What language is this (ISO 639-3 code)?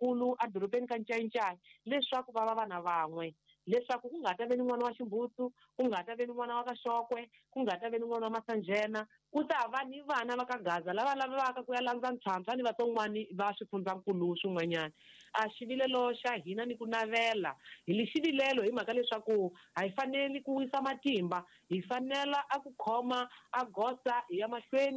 tso